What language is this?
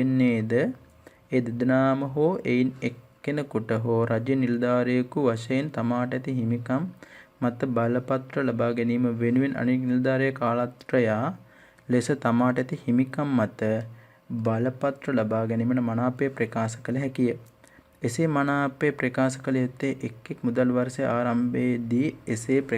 Sinhala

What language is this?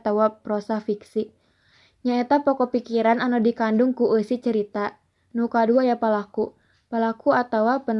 Sundanese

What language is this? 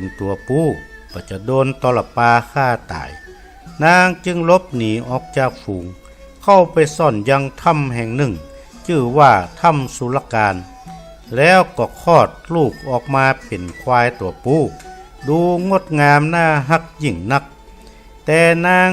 Northern Thai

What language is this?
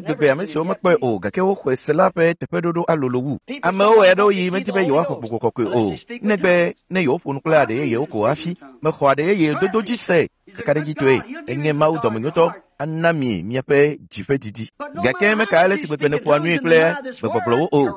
Ewe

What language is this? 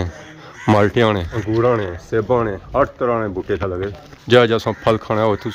Pahari-Potwari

